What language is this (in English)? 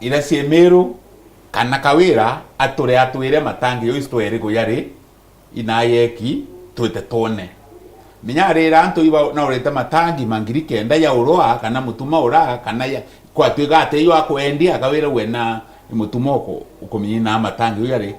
Meru